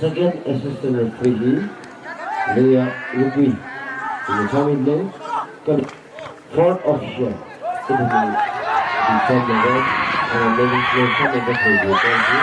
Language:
Tangkhul Naga (India)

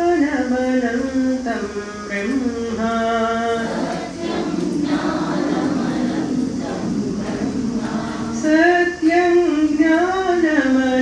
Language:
Telugu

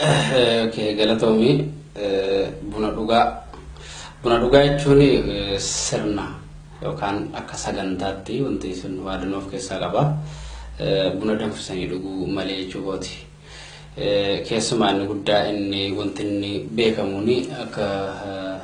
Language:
Oromo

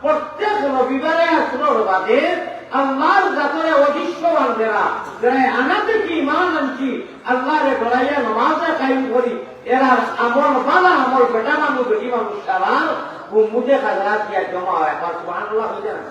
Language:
Sylheti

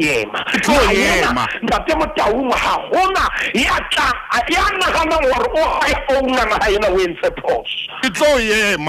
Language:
Southern Sotho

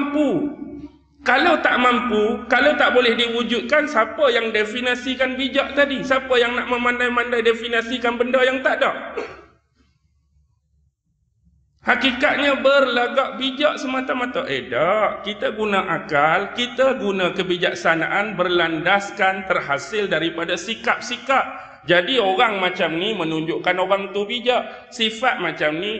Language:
Malay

